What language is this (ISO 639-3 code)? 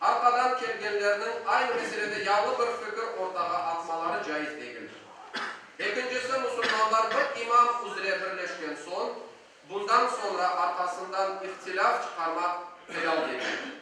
crh